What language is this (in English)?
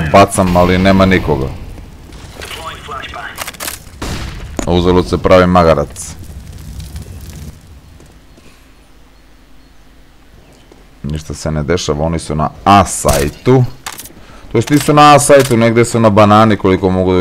Serbian